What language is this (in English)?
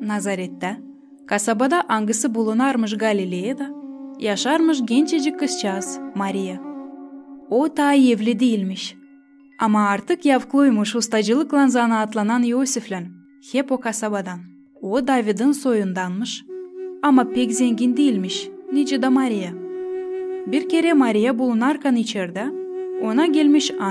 Gagauz